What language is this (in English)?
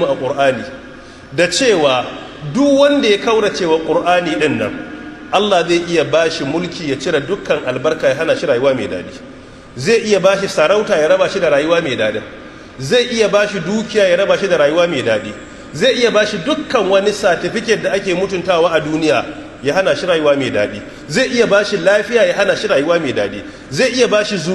Hausa